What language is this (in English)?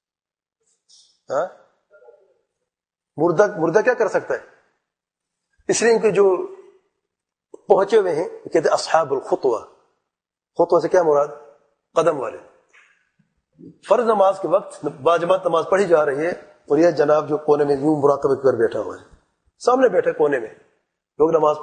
Urdu